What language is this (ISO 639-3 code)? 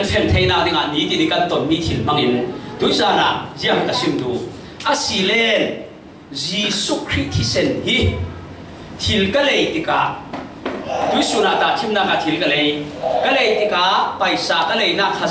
cfm